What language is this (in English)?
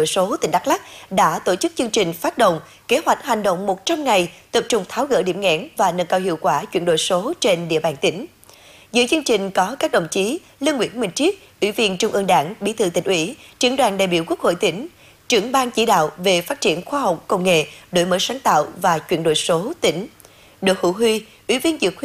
Vietnamese